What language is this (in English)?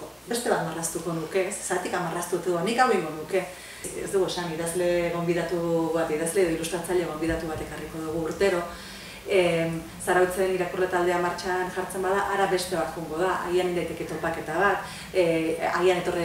Basque